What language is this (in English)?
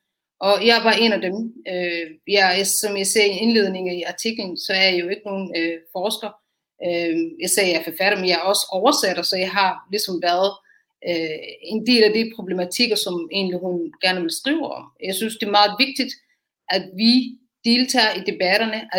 Danish